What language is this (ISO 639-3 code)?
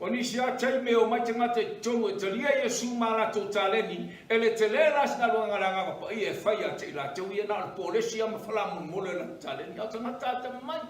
smo